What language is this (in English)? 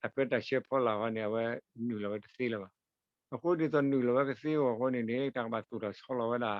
S'gaw Karen